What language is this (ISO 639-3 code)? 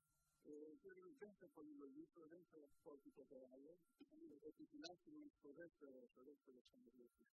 ell